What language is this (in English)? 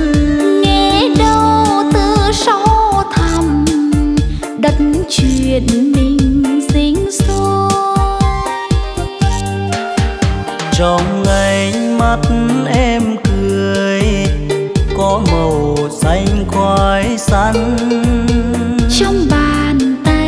Vietnamese